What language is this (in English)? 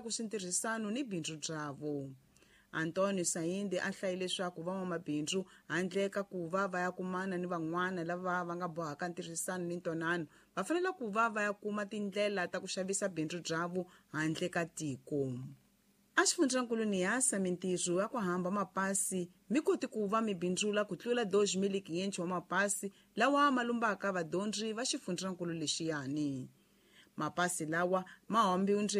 Tsonga